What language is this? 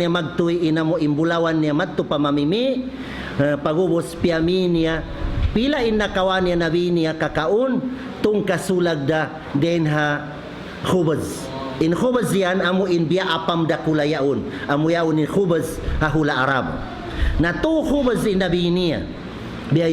Tausug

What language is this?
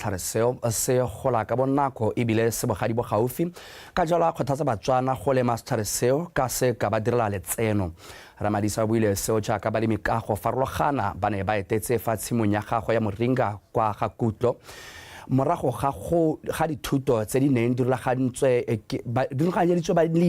Tswana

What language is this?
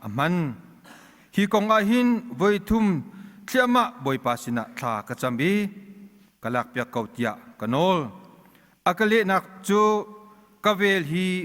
Hakha Chin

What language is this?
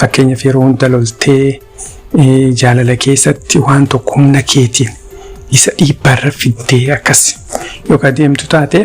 Oromo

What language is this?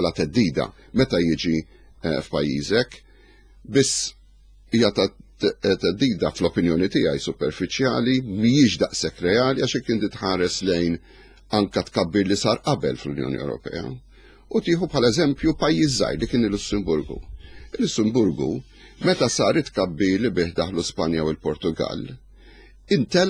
Maltese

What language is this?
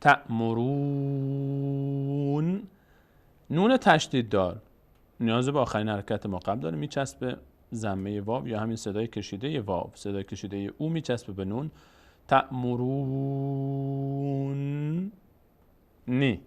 Persian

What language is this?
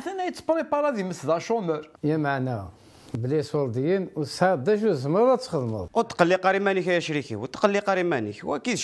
Kabyle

